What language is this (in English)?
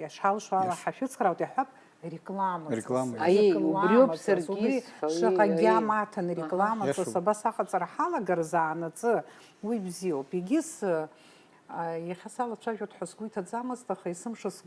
Abkhazian